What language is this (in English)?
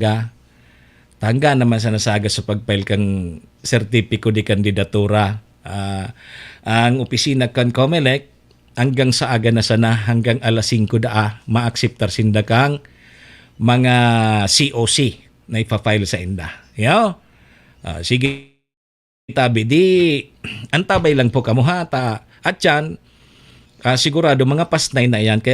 Bikol